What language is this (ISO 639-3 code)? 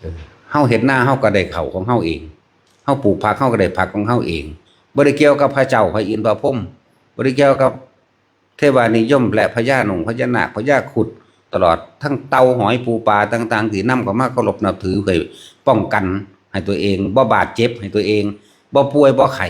tts